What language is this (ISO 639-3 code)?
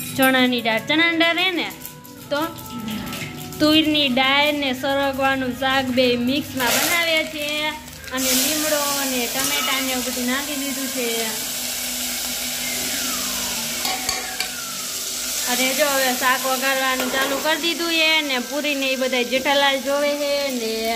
guj